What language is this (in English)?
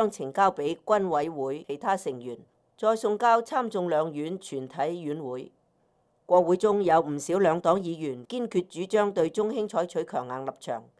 Cantonese